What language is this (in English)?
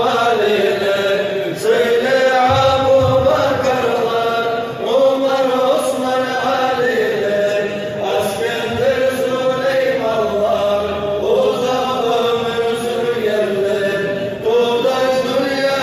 Kumyk